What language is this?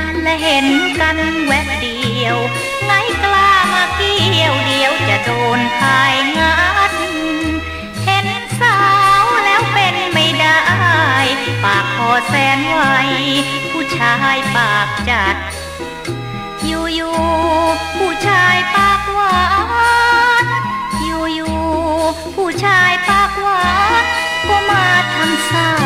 Thai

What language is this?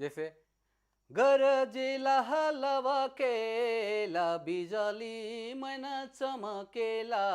Sadri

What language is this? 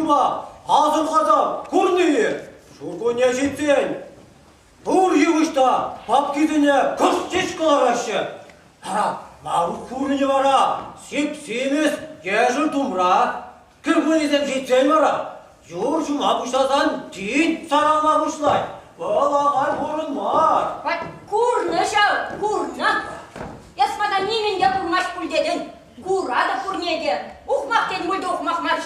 Chuvash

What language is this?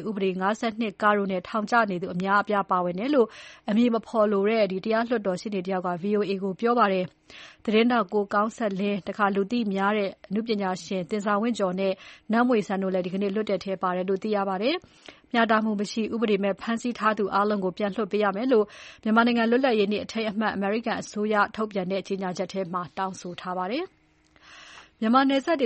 Burmese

